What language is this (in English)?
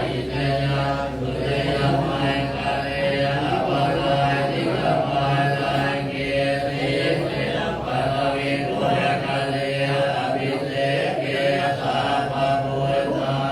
Pali